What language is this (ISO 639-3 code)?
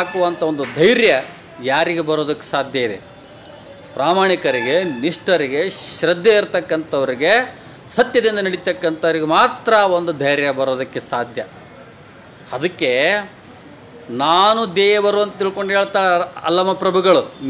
kan